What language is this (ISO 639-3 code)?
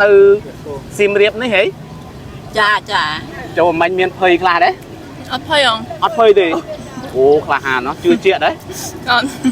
khm